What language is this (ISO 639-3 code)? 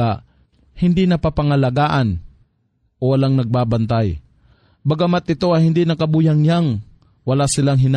fil